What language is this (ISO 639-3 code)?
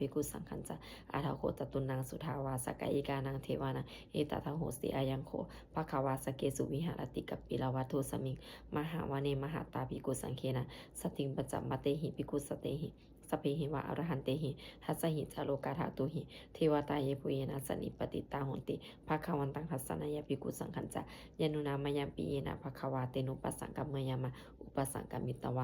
pli